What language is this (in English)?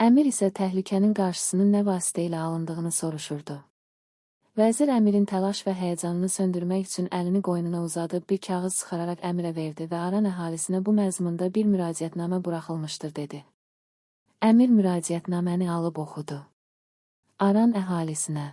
Azerbaijani